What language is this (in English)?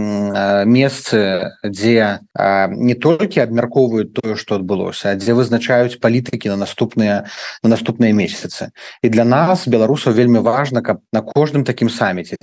Belarusian